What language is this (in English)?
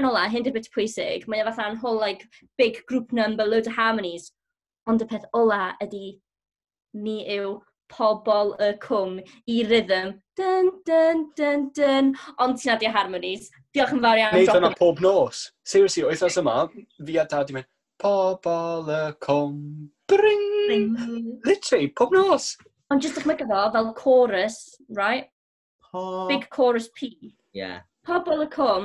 Welsh